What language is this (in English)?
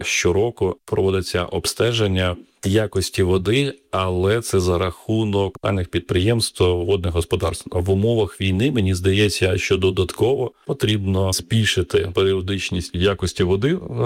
Ukrainian